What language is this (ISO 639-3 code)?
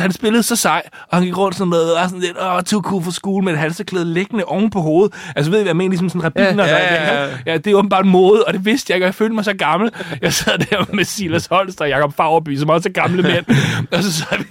dan